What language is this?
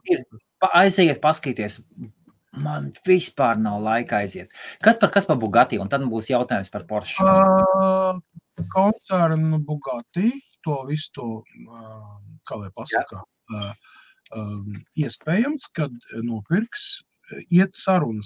Latvian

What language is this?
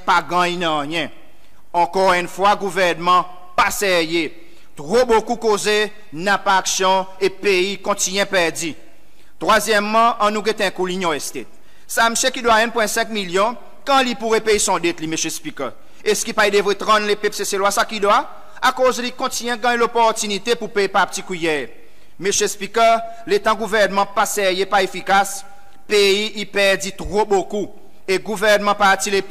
Seselwa Creole French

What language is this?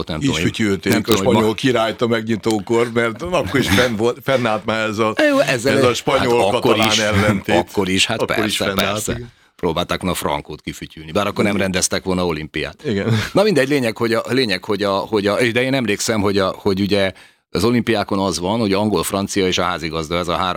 Hungarian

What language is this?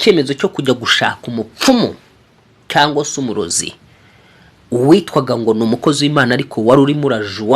Kinyarwanda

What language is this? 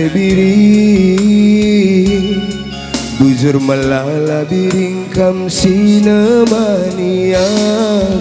Batak Karo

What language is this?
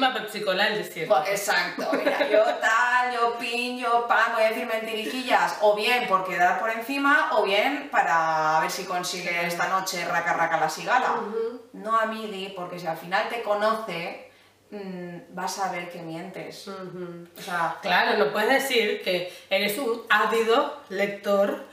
Spanish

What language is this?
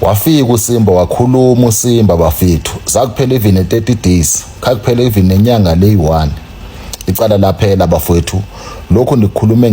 Zulu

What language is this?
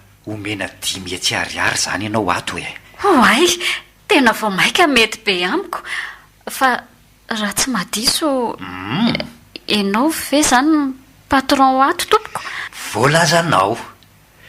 Malagasy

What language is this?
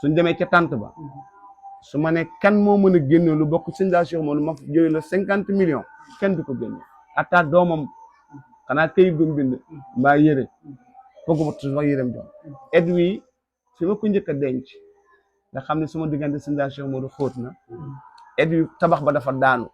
Wolof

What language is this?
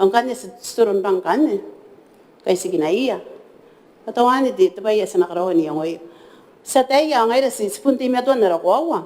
Gilbertese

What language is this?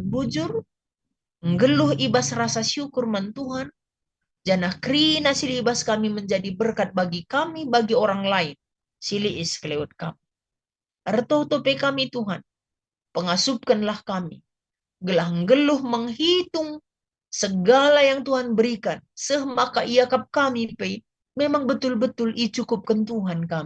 Batak Karo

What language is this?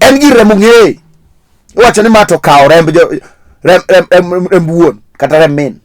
Luo (Kenya and Tanzania)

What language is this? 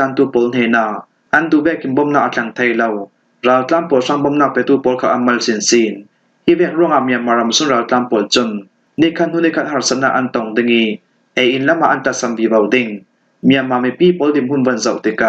Falam Chin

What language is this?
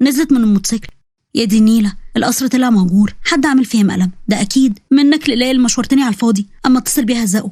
Egyptian Arabic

